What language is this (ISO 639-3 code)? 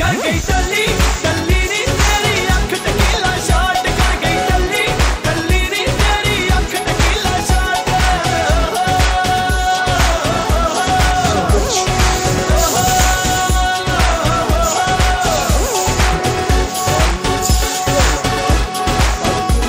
mal